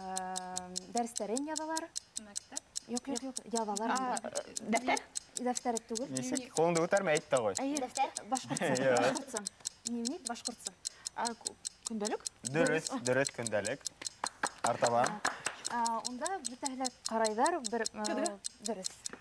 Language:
Bashkir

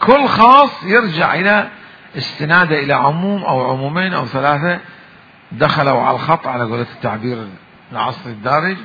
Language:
Mesopotamian Arabic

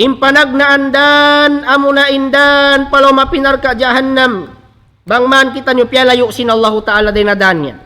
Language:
Tausug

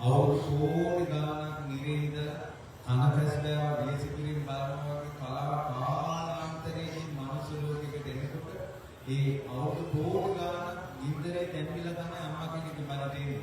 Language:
Sinhala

